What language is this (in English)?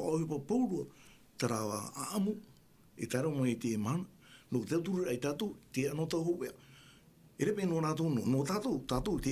Tahitian